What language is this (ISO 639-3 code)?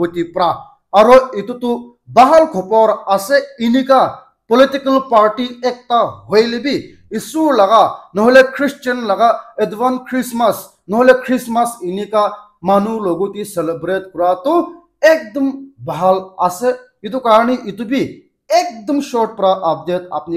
nag